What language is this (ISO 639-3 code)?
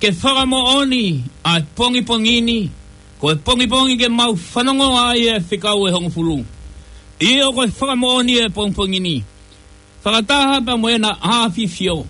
ton